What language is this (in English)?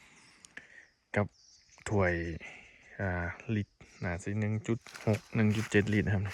Northeastern Thai